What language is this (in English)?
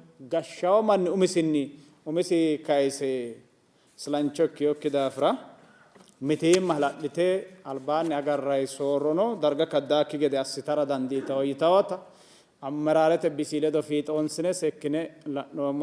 Sidamo